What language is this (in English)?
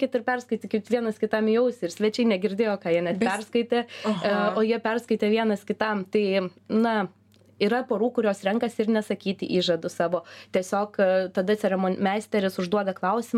Lithuanian